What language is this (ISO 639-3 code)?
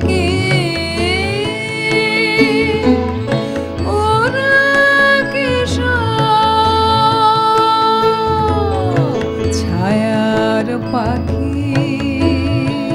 ben